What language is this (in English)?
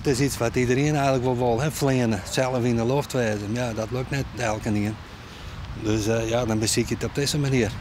Western Frisian